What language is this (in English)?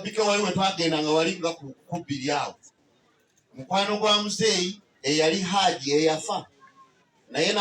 Ganda